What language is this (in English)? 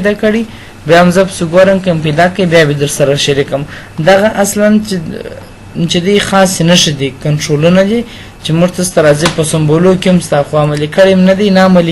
Pashto